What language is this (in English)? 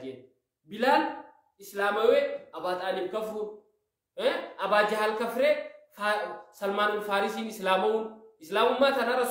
Oromo